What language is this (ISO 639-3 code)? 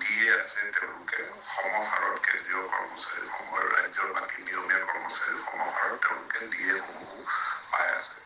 asm